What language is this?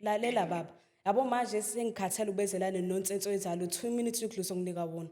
Zulu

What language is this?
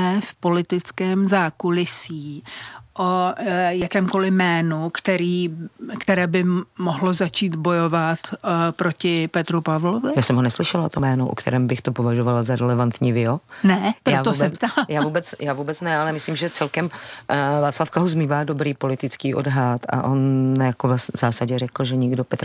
Czech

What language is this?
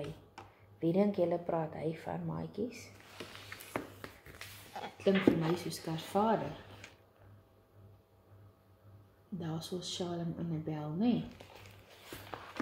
Afrikaans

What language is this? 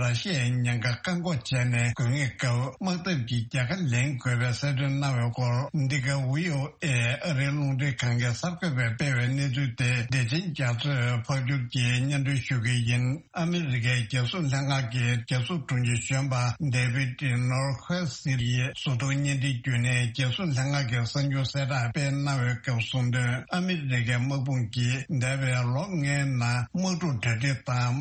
Tibetan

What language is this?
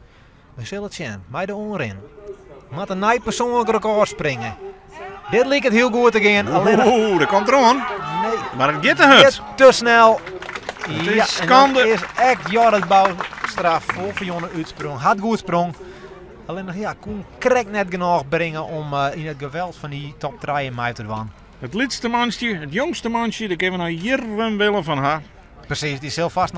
Western Frisian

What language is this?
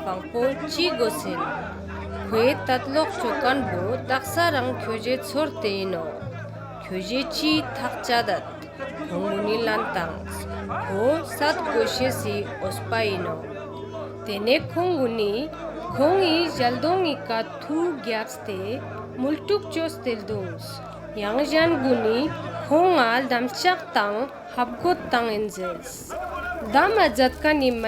Ladakhi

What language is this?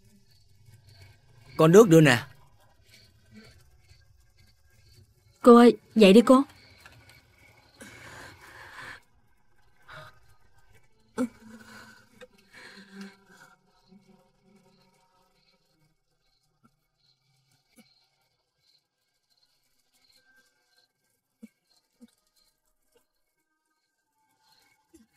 Vietnamese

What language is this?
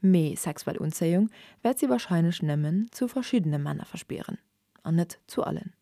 Luxembourgish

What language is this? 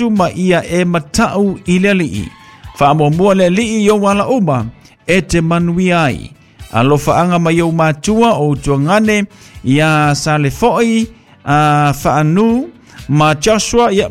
Samoan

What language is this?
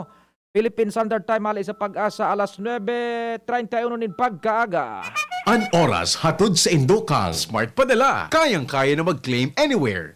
Bikol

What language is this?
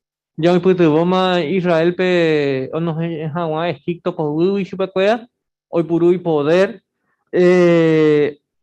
Guarani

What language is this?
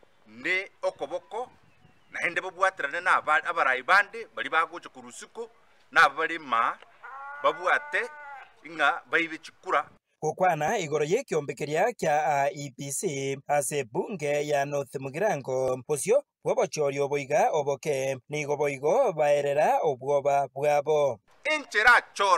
Gusii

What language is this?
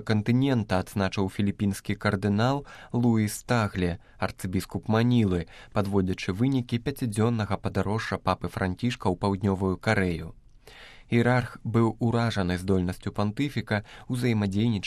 Belarusian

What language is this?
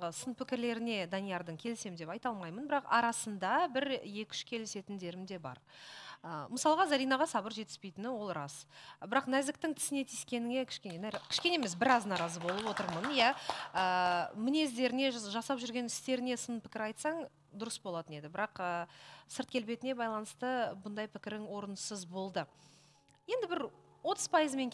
Kazakh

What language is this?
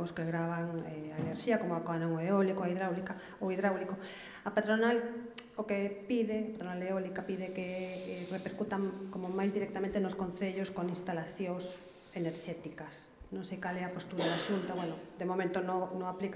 Galician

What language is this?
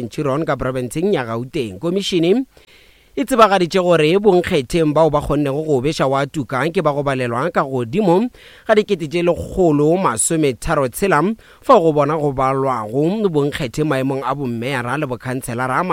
Northern Sotho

